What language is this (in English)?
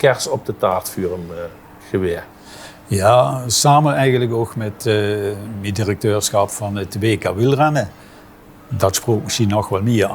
Limburgish